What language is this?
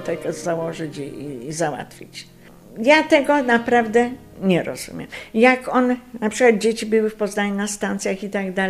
Polish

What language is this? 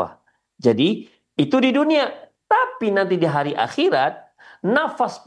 Indonesian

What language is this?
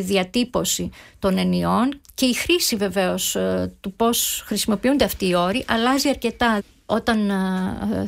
Greek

